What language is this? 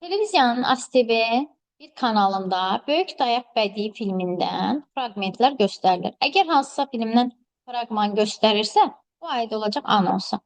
Azerbaijani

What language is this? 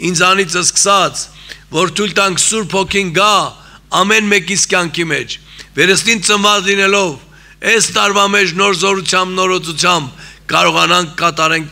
Armenian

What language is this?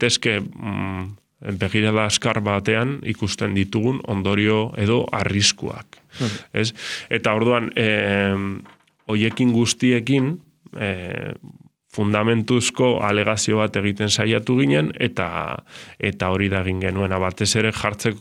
Basque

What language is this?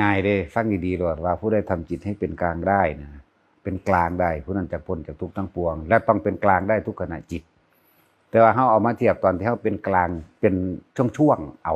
Northeastern Thai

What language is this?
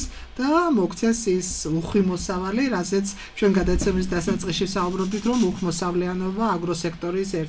Georgian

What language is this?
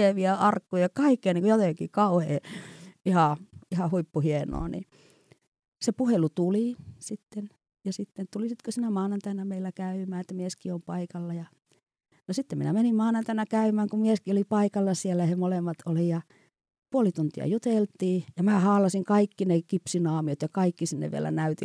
Finnish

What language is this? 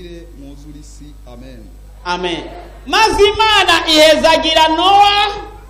Rundi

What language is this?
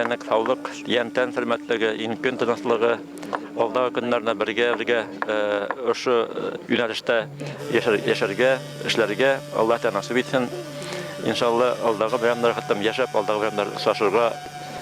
Bashkir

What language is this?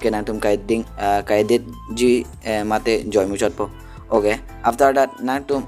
Karbi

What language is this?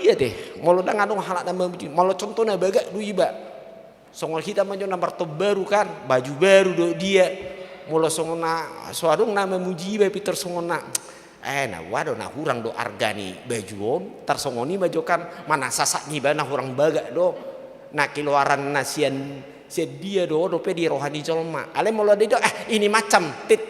Batak Toba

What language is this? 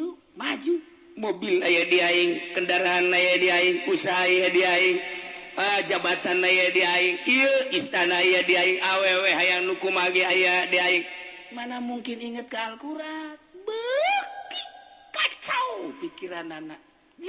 Sundanese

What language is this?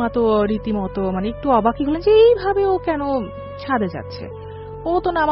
Bangla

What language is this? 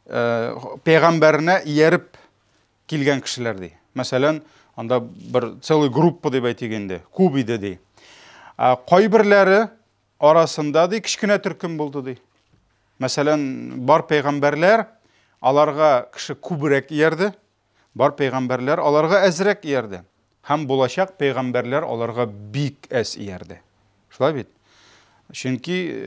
Tatar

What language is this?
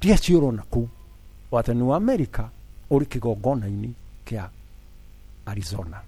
Kikuyu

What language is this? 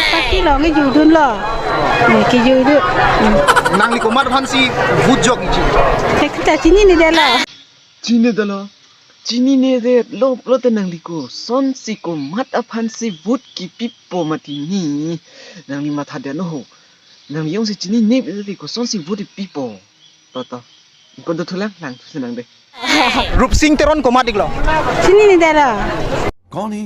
Karbi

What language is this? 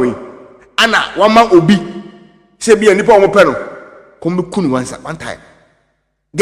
Akan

